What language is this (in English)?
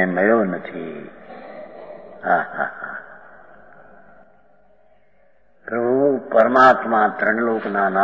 Gujarati